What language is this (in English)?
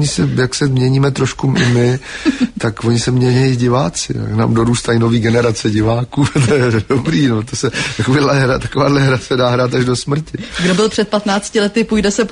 Czech